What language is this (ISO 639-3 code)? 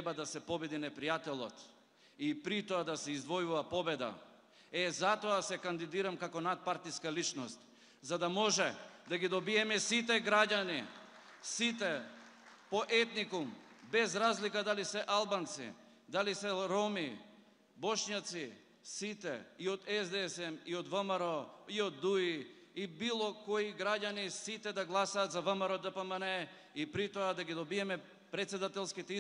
mkd